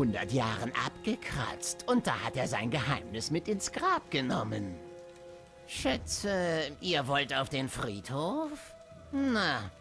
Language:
Swiss German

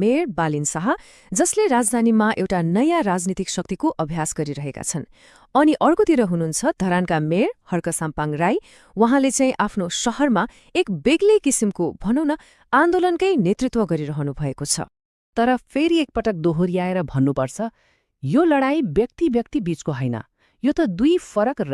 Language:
Nepali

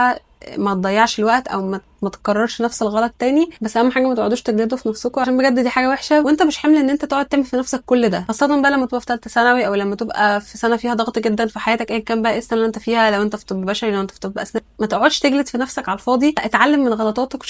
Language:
Egyptian Arabic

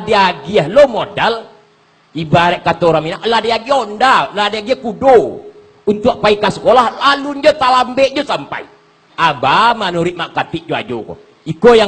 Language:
Minangkabau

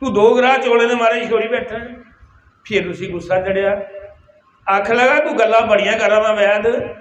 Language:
Dogri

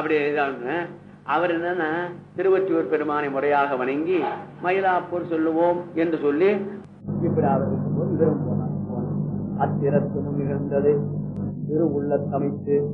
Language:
Tamil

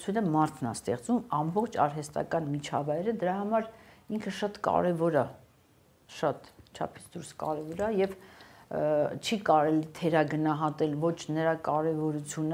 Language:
Armenian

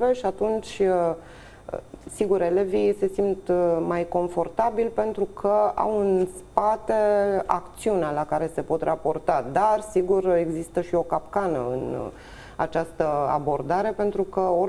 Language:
Romanian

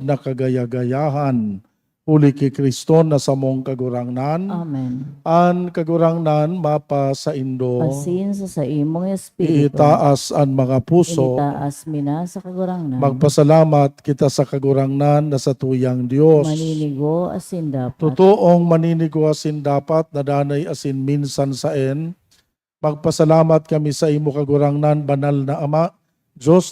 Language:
Bikol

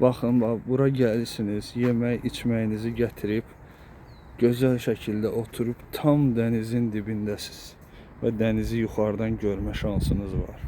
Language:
Azerbaijani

